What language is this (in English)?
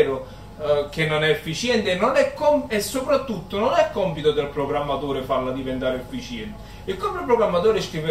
Italian